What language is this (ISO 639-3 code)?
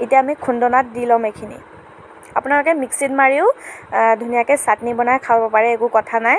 asm